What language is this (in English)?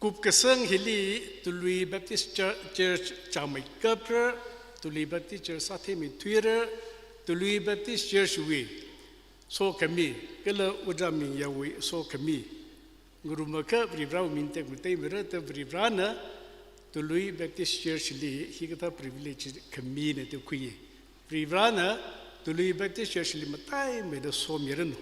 Tangkhul Naga (India)